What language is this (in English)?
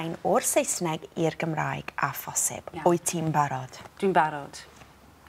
Welsh